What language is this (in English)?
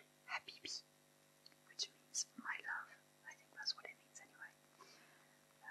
English